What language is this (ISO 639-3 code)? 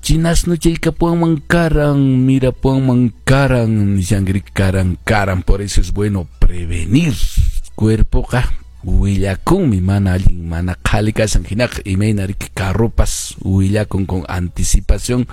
que